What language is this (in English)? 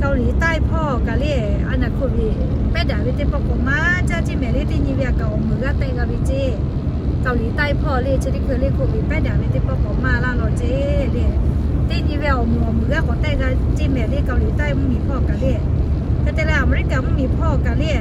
Lahu